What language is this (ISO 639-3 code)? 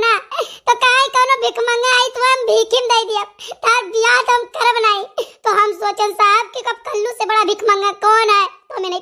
awa